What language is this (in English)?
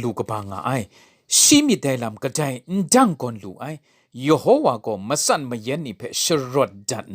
Kachin